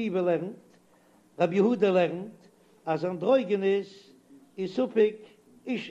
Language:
Yiddish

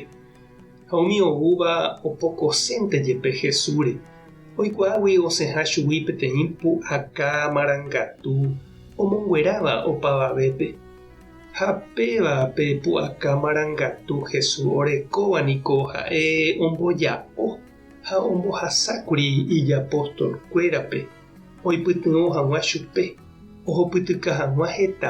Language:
Guarani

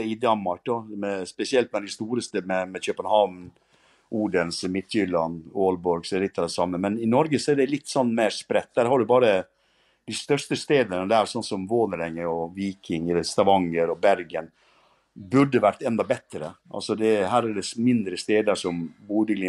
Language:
Norwegian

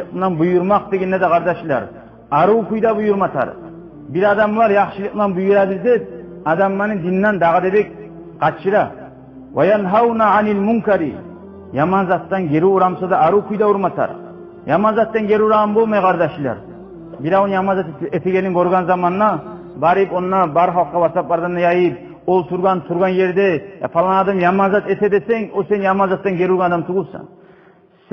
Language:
Kumyk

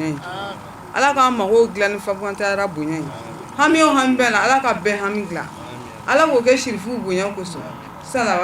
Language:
Bambara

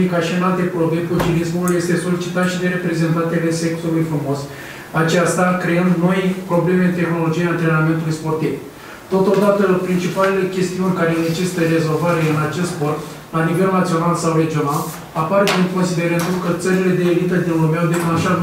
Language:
Romanian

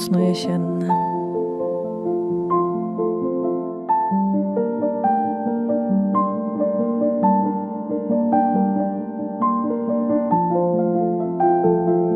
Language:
Polish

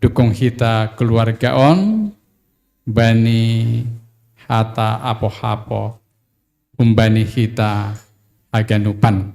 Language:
Batak Simalungun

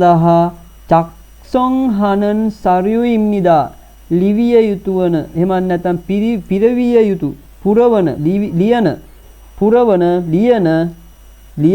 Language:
Sinhala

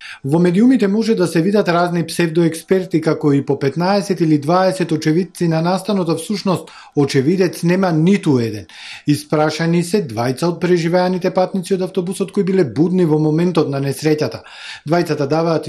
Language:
Macedonian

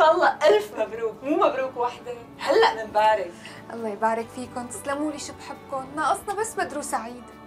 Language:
North Levantine Arabic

